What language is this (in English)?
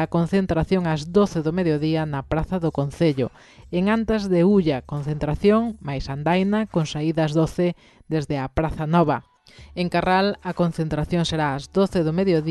Galician